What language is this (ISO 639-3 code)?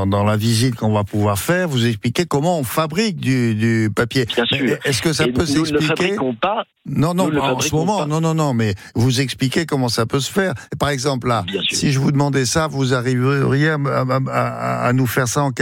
fra